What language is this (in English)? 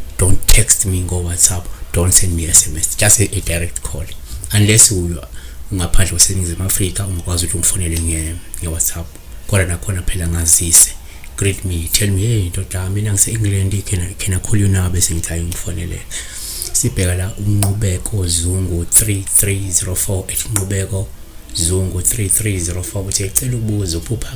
Zulu